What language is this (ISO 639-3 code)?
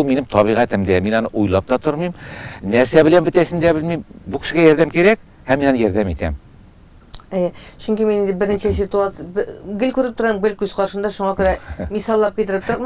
tat